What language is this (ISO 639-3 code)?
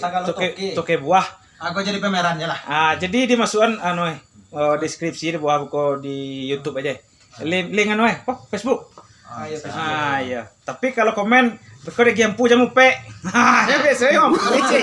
min